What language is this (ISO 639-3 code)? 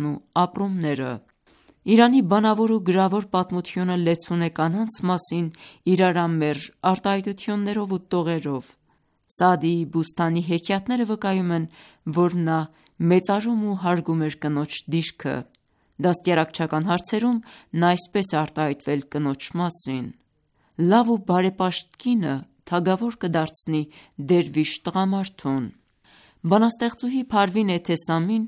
hye